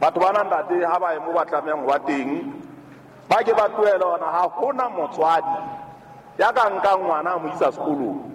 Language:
Southern Sotho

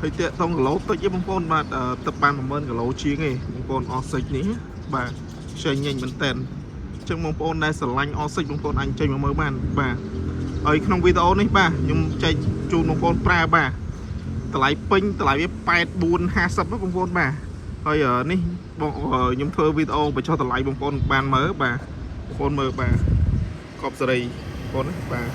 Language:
Khmer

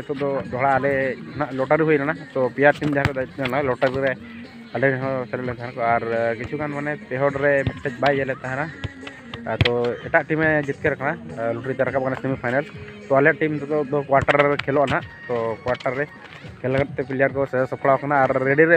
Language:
Santali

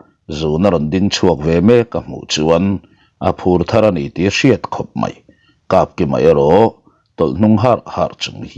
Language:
Mizo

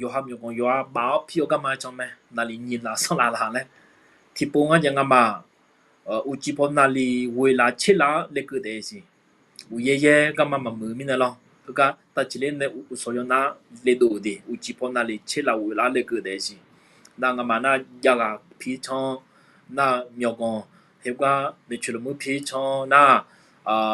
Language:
Akha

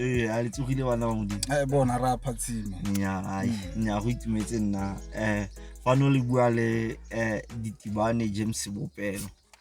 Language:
Tswana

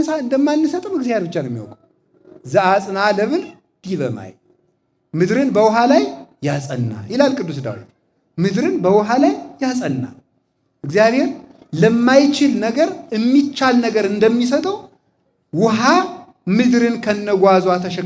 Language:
Amharic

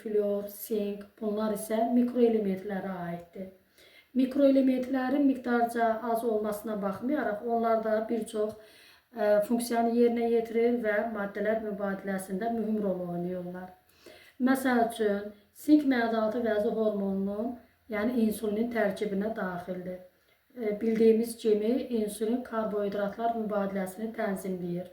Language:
Azerbaijani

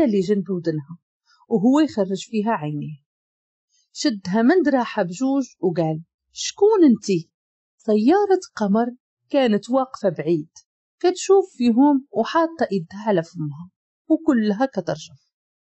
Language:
Moroccan Arabic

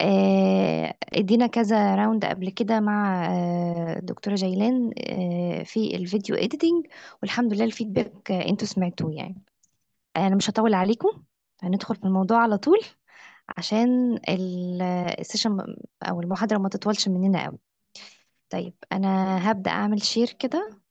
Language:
Egyptian Arabic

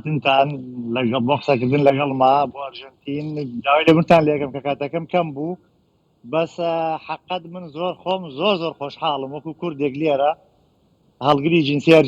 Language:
Central Kurdish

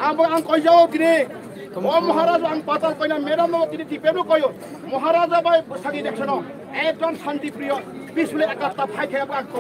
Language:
Riang (India)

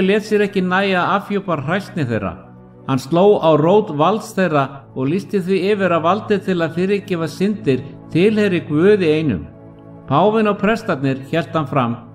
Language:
Icelandic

